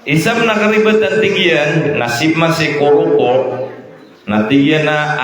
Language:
Maranao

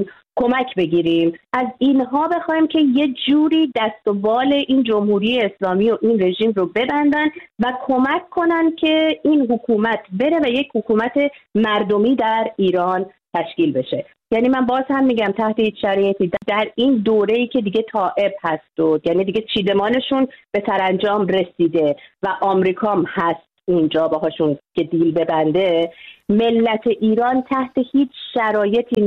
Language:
Persian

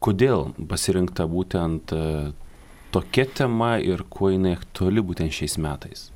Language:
Lithuanian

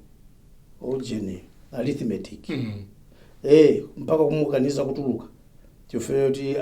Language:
Nyanja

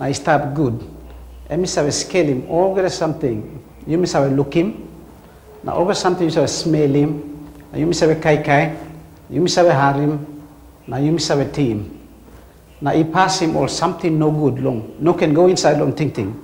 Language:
Tok Pisin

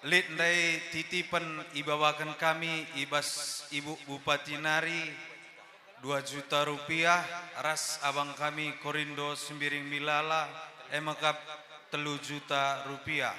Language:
Batak Karo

